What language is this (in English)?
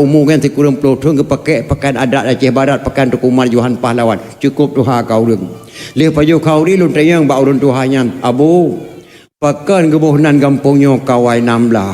Achinese